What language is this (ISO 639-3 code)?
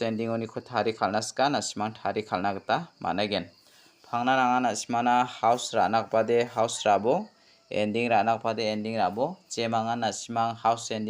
grt